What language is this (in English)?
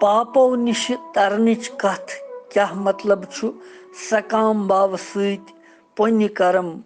Kashmiri